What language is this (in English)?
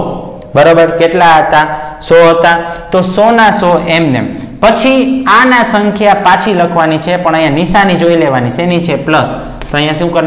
Gujarati